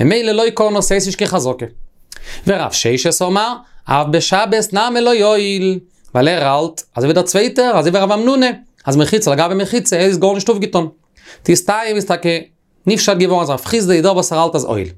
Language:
Yiddish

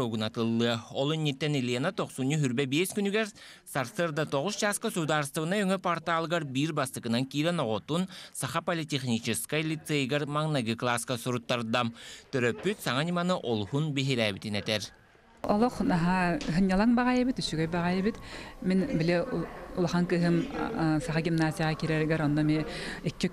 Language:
Yakut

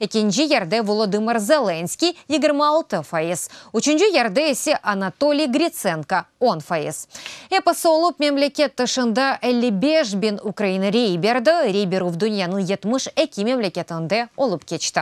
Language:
Crimean Tatar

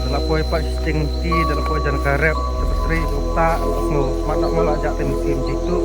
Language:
Khasi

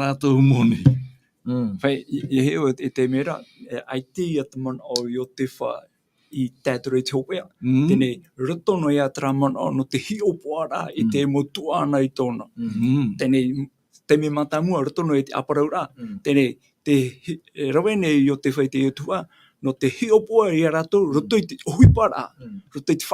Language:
Tahitian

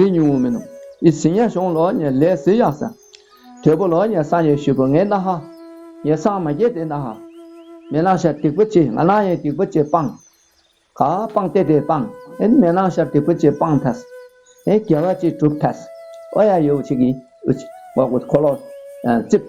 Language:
Tibetan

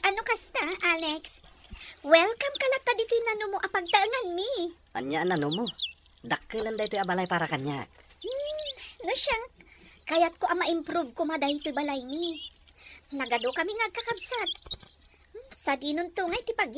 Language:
Iloko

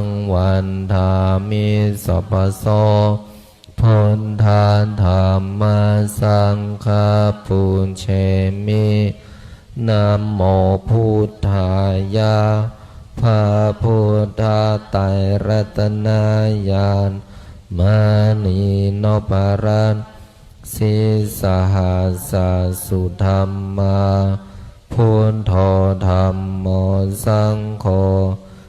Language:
Pali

